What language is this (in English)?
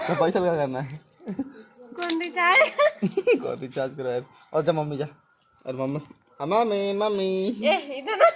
Chhattisgarhi